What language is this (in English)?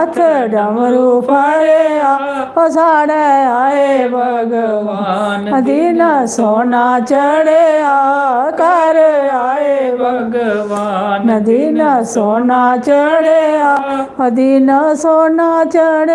Dogri